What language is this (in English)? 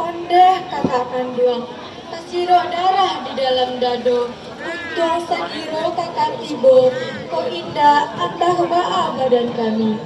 Minangkabau